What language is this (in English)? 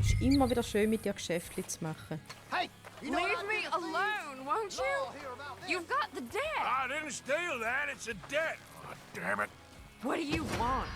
Swiss German